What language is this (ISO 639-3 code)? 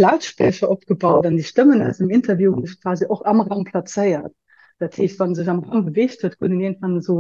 ltz